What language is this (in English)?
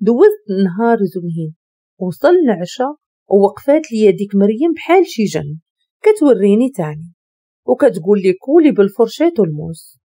Moroccan Arabic